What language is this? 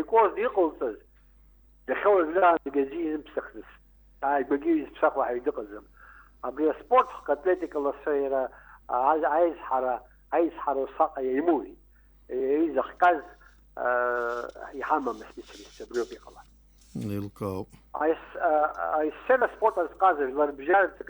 Abkhazian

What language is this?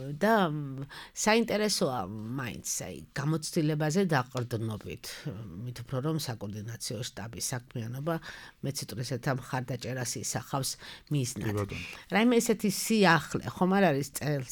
Georgian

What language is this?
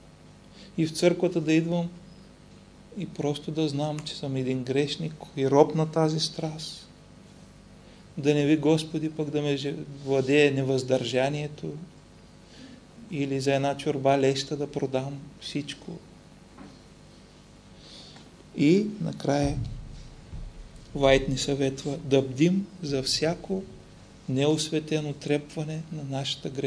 Bulgarian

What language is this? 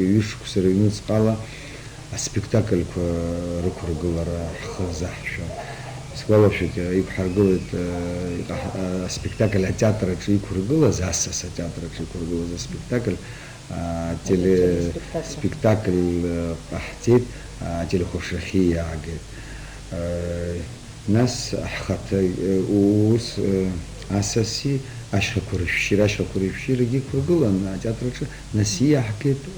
Abkhazian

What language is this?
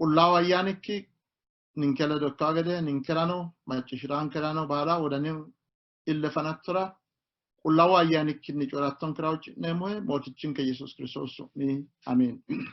Sidamo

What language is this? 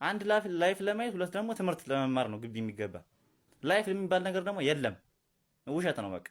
Amharic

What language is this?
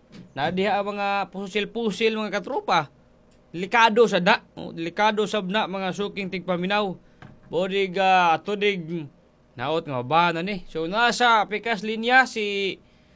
Cebuano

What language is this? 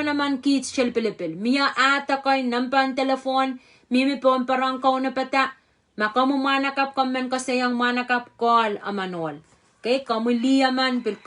Pohnpeian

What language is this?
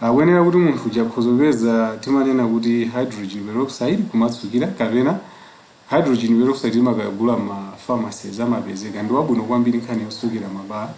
Nyanja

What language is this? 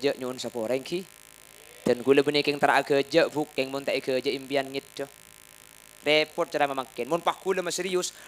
Madurese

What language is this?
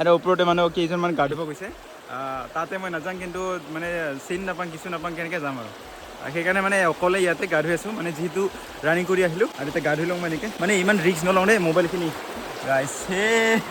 Assamese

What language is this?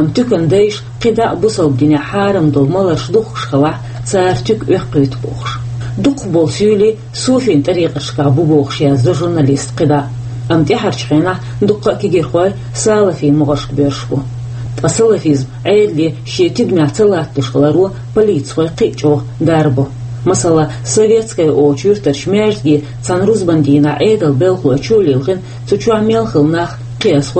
Chechen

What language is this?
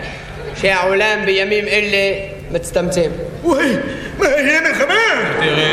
Hebrew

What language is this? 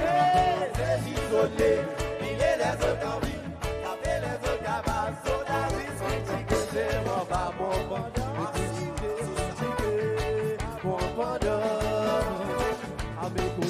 Seselwa Creole French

